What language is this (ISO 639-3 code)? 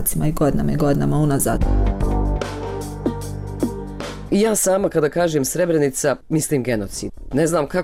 bos